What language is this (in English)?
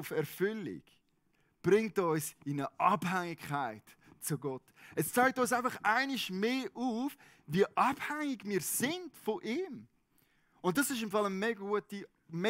Swiss German